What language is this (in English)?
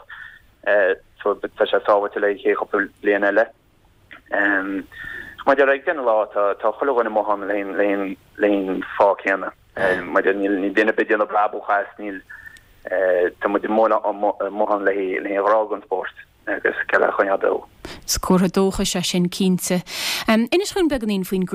Irish